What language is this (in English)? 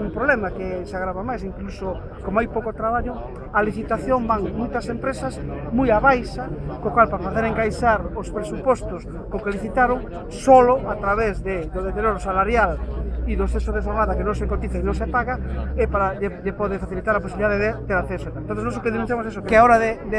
Galician